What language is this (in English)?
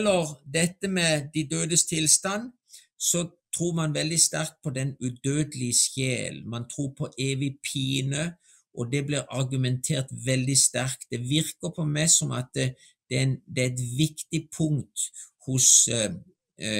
Norwegian